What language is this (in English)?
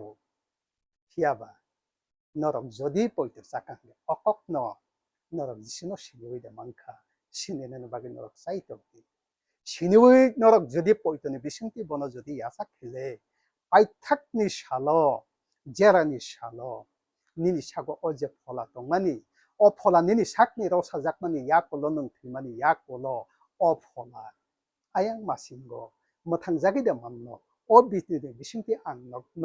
Kok Borok